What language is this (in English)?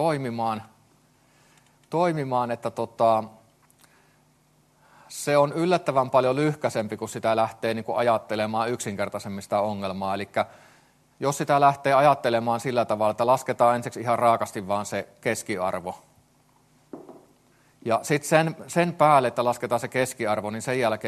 Finnish